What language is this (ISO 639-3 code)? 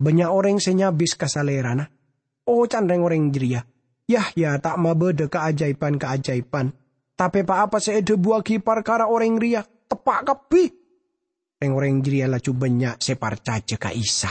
mad